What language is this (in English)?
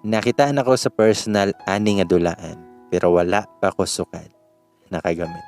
Cebuano